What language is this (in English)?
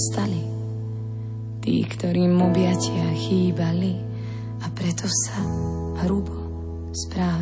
Slovak